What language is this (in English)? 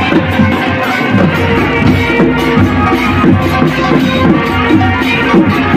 Odia